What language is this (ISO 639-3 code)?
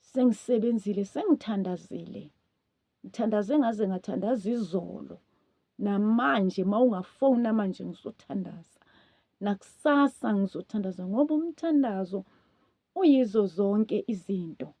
zul